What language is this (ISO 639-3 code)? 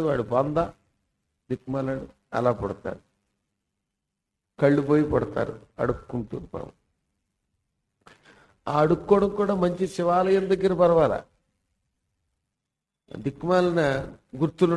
tel